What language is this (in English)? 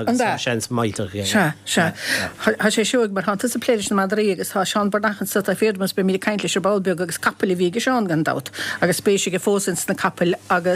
Irish